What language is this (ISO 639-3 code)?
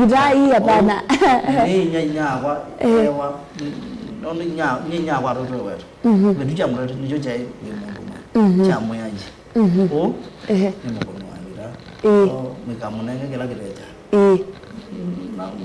kam